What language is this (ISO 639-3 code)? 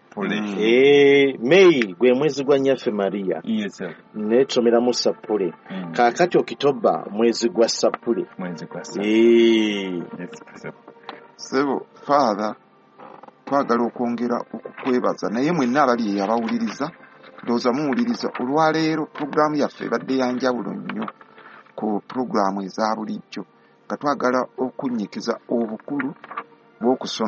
lug